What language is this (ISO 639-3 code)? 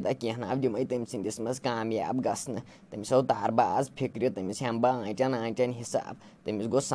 kas